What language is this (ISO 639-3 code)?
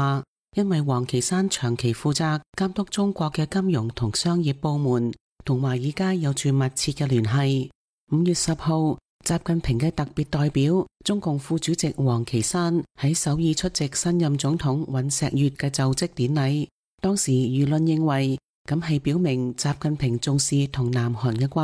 yue